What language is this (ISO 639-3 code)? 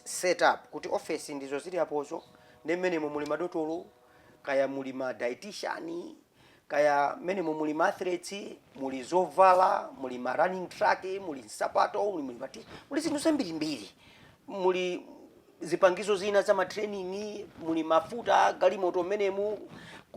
nya